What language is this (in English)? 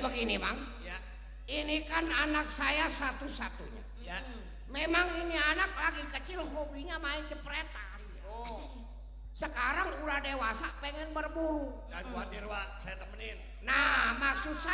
Betawi